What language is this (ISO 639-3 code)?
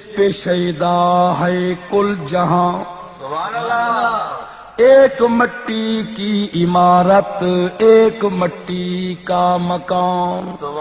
skr